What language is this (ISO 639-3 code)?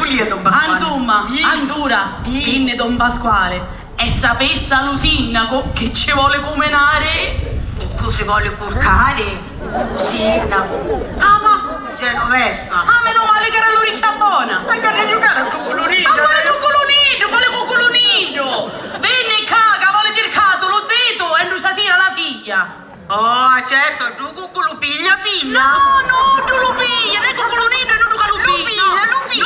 scn